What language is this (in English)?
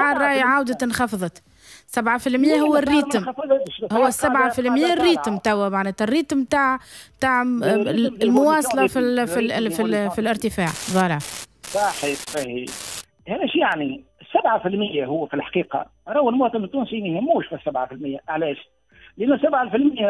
Tunisian Arabic